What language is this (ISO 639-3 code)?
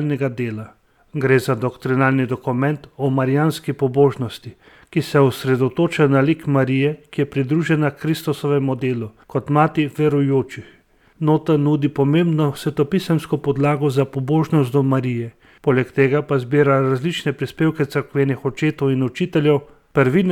slv